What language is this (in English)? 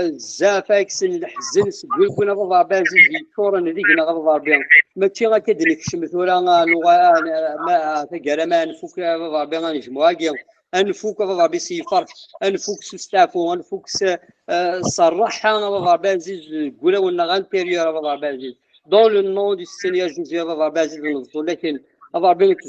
Kabyle